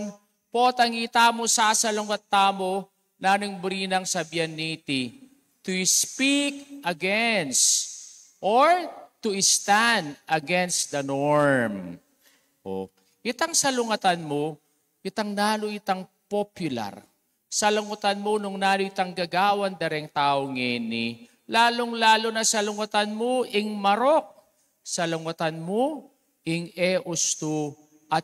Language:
Pampanga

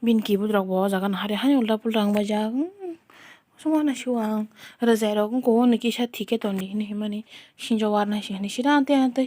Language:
Kok Borok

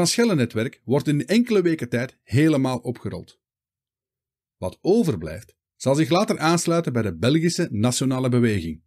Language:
Dutch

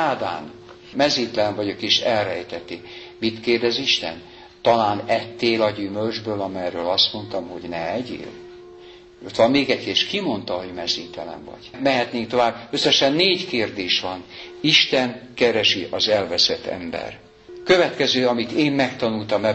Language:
Hungarian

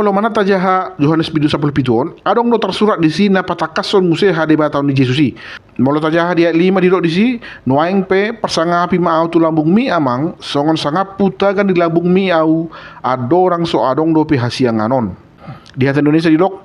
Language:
Batak Toba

